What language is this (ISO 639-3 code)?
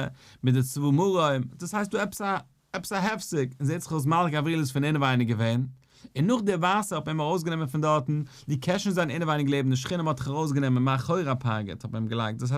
yid